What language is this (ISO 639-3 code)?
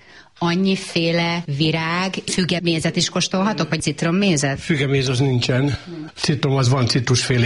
hun